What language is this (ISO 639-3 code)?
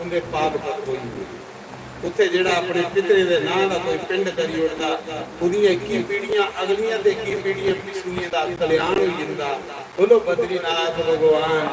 doi